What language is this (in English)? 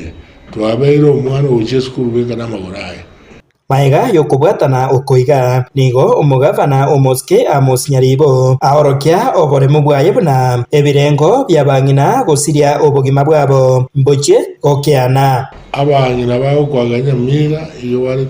Gusii